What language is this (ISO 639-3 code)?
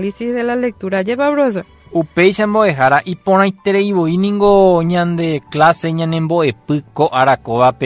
grn